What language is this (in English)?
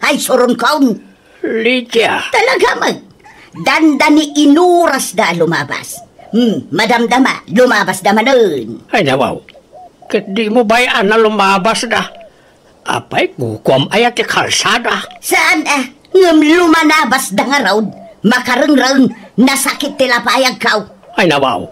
Iloko